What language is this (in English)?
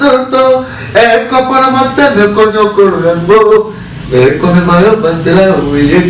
Lingala